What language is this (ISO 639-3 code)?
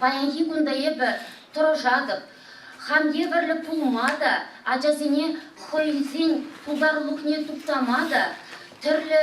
chv